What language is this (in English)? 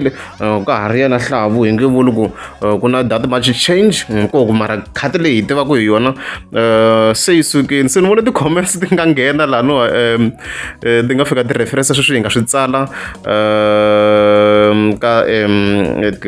Tsonga